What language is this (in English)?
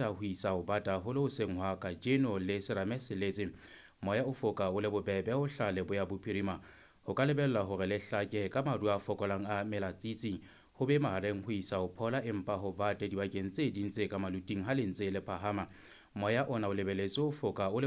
Southern Sotho